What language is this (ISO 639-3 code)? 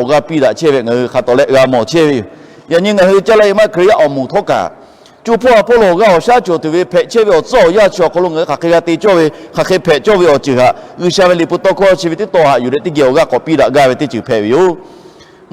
lhu